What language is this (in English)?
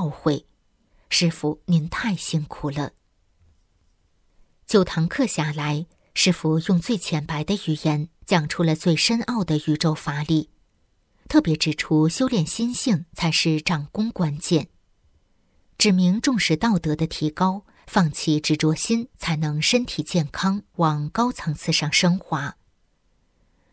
Chinese